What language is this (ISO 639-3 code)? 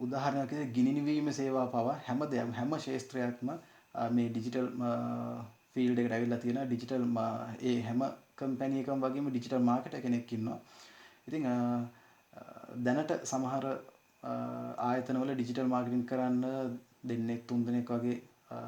sin